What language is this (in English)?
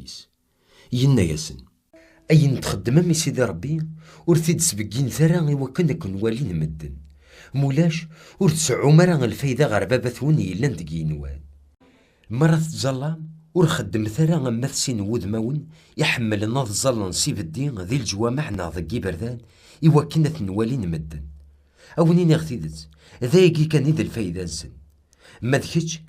Kabyle